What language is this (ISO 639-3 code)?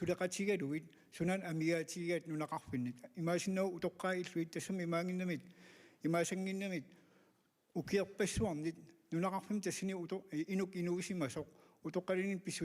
kal